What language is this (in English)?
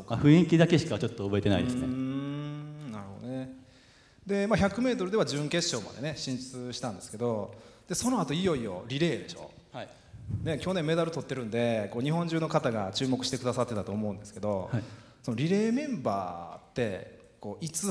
Japanese